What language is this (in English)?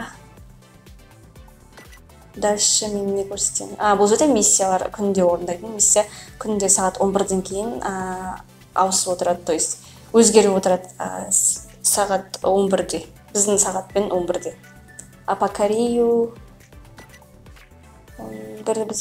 Kazakh